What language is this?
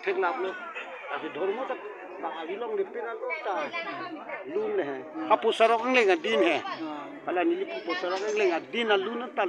Karbi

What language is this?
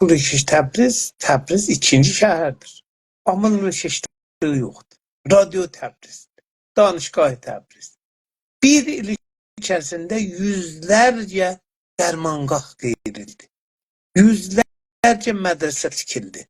South Azerbaijani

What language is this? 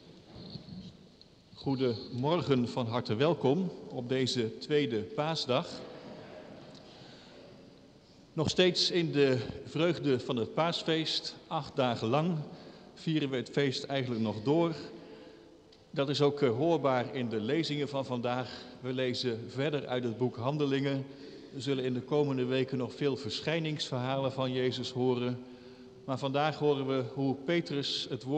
Dutch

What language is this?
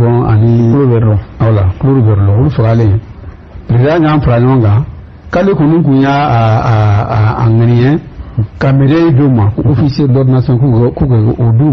Bambara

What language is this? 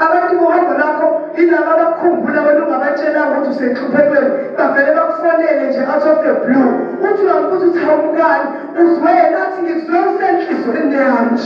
Zulu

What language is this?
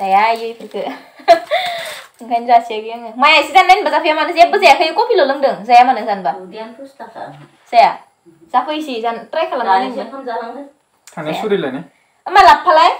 Bodo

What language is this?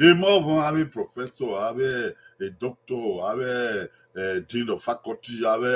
Bini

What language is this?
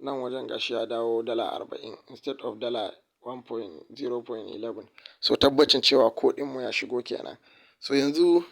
Hausa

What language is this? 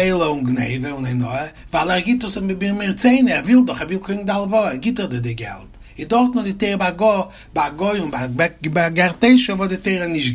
Yiddish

